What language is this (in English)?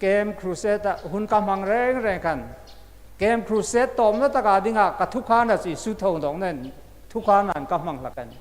Hmar